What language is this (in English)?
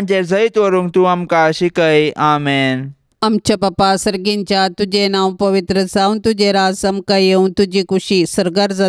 Konkani